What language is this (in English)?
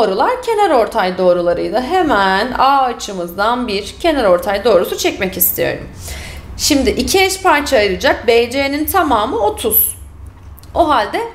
Turkish